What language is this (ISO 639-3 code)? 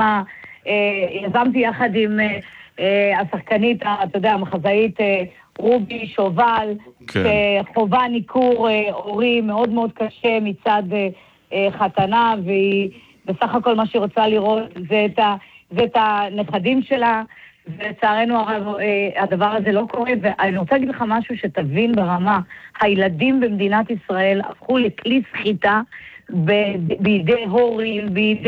heb